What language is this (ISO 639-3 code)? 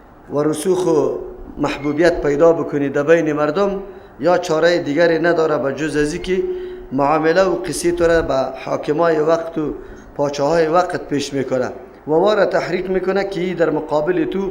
fas